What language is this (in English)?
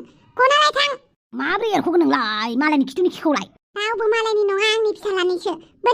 Bodo